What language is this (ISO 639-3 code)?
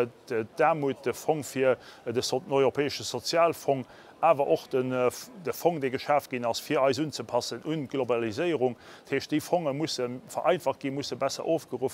ltz